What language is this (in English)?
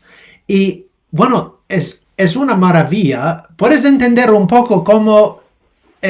Ladino